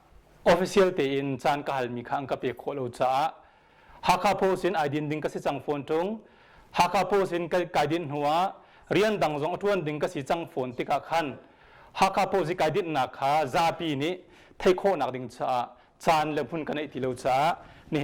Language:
Hakha Chin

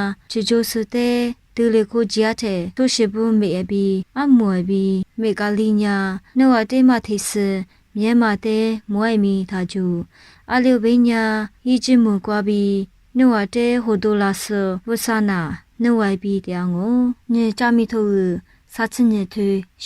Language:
Lisu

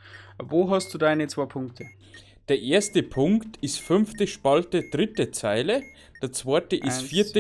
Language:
Bavarian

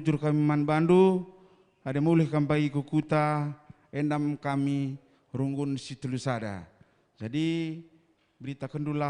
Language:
Batak Karo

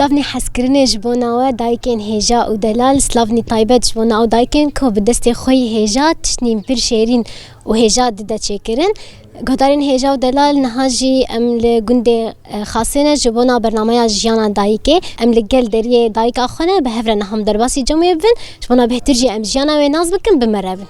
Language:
Kurdish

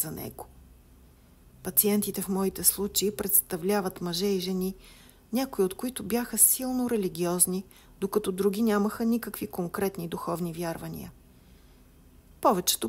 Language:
Bulgarian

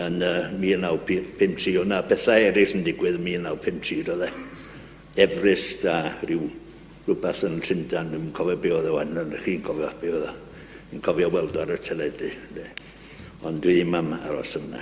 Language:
Welsh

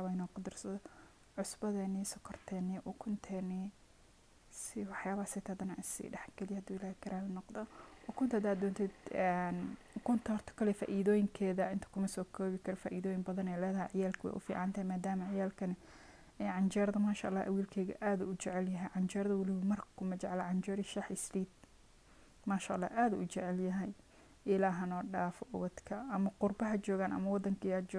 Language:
Somali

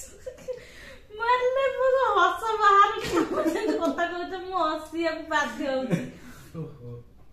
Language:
Odia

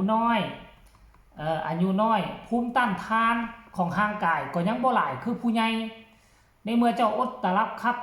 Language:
Northeastern Thai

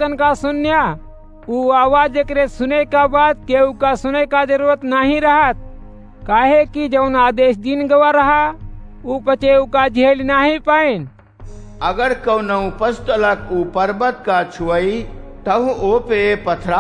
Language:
Awadhi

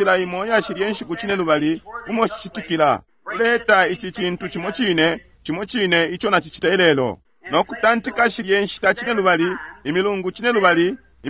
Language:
Bemba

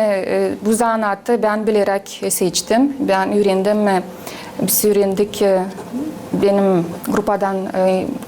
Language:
Gagauz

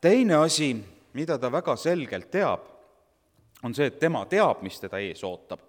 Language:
Estonian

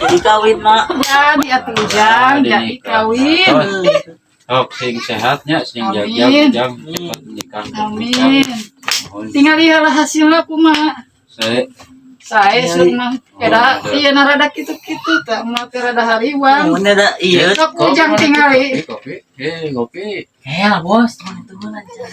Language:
Sundanese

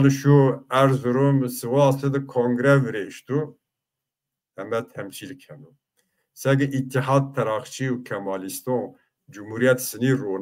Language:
Zaza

